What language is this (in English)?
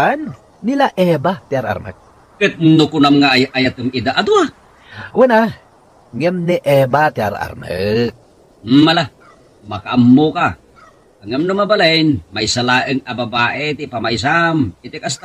Iloko